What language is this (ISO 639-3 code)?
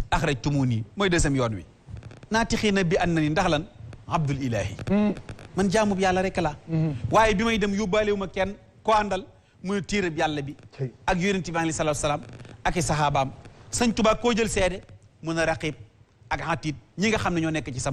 wol